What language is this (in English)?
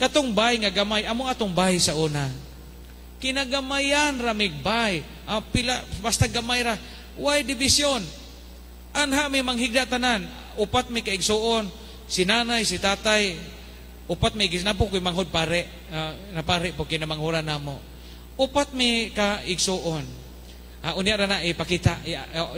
Cebuano